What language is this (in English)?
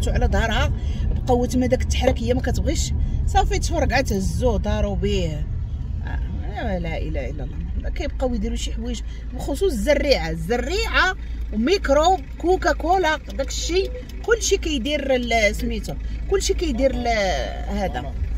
Moroccan Arabic